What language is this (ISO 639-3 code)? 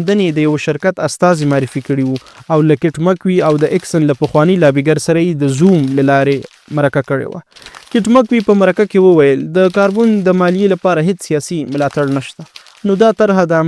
pus